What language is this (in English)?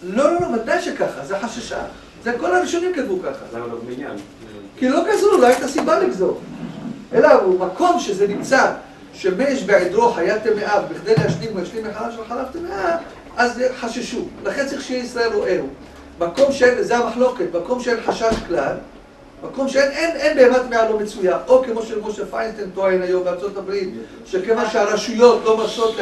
Hebrew